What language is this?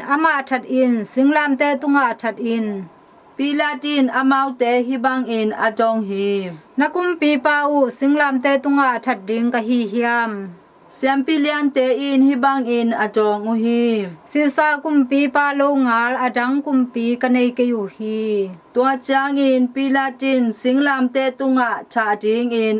Tedim Chin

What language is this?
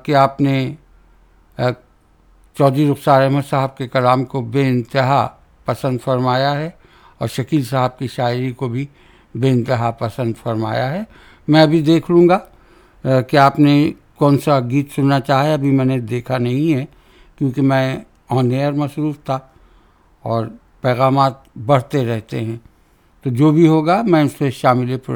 Urdu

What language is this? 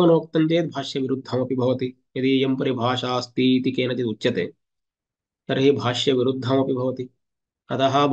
Sanskrit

